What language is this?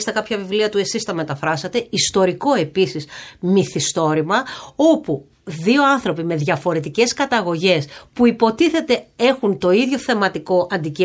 Greek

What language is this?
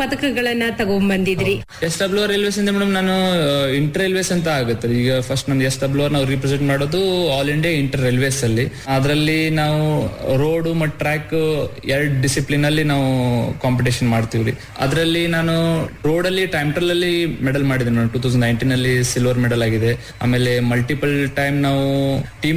Kannada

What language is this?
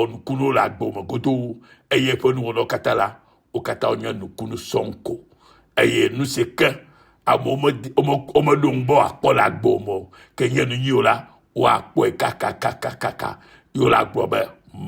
Ewe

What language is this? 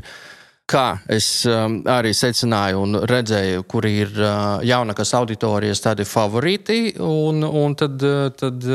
Latvian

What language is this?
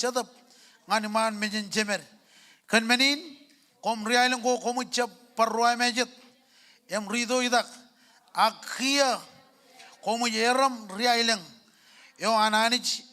Marshallese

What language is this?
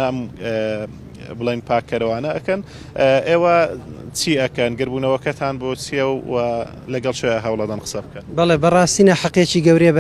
Central Kurdish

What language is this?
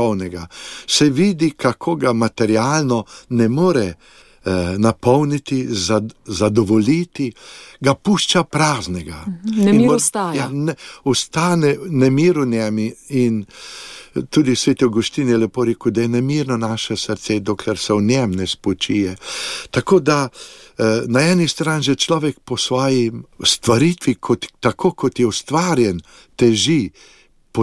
Slovenian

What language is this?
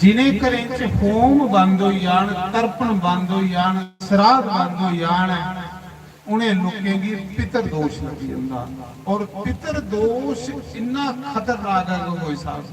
Dogri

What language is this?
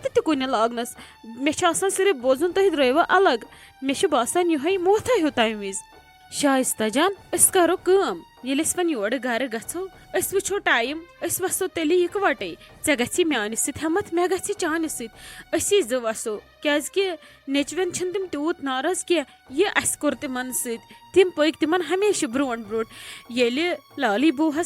Kashmiri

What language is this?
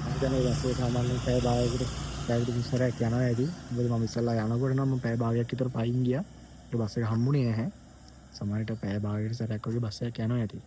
Sinhala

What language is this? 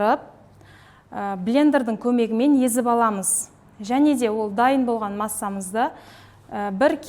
Kazakh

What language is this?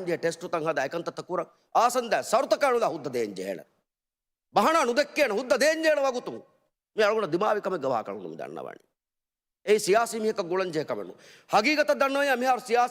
Divehi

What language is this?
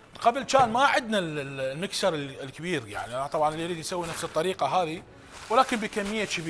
Mesopotamian Arabic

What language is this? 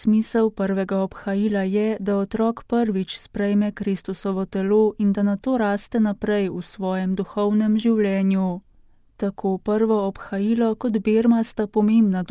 Slovenian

